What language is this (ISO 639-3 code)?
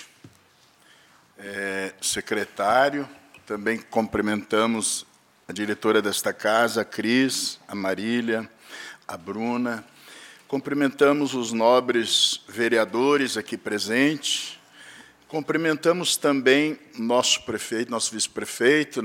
por